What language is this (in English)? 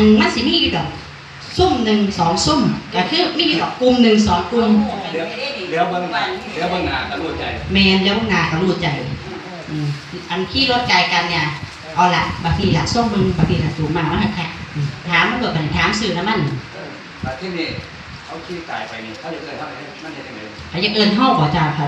Lao